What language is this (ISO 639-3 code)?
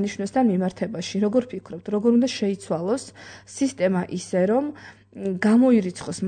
kat